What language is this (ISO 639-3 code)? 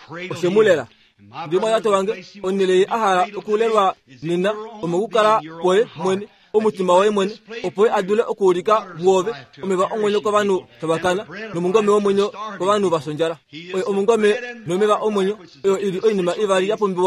kua